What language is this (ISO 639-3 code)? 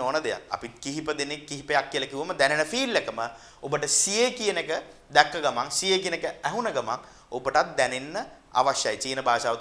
sin